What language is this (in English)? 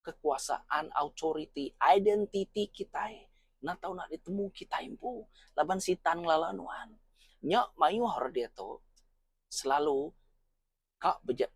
Iban